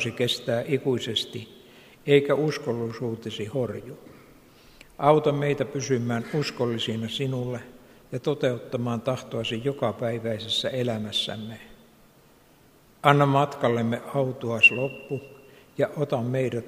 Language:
Finnish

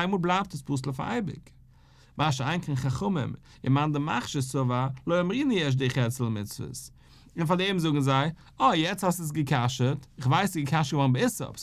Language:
Yiddish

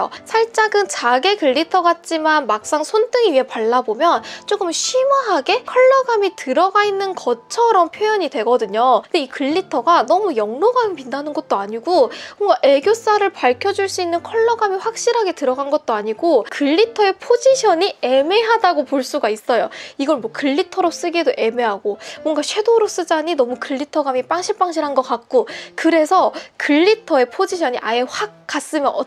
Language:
Korean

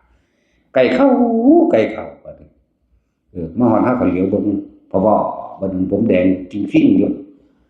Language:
Northeastern Thai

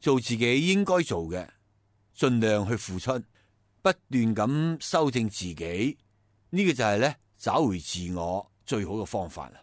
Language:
Cantonese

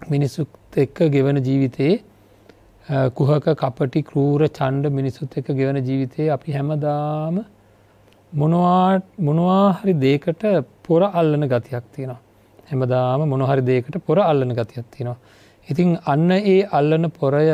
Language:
Sinhala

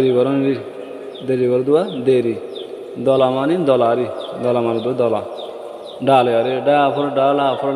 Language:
Rohingya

